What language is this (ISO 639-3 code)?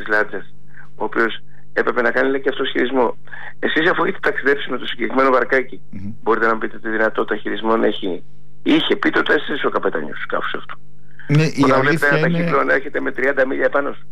ell